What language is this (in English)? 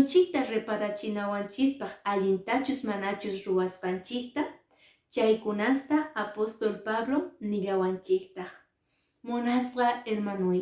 Quechua